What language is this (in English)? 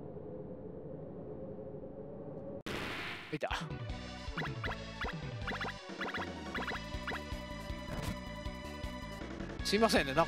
Japanese